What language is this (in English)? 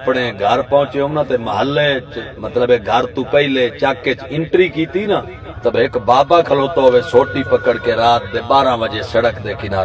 Saraiki